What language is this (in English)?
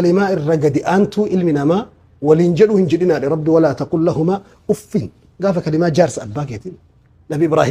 Oromo